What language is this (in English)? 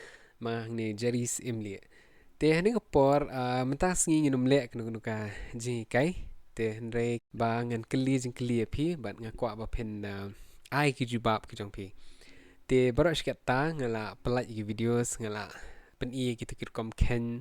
Khasi